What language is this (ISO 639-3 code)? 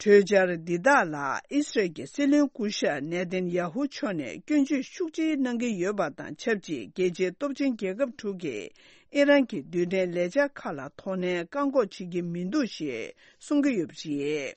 bod